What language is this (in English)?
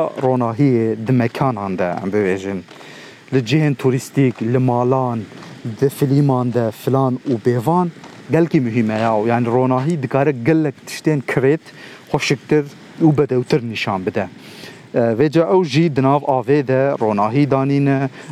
Kurdish